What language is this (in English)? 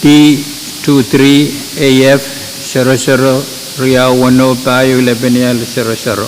Pohnpeian